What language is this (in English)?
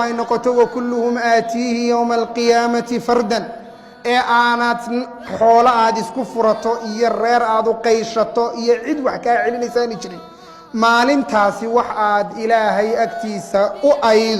Somali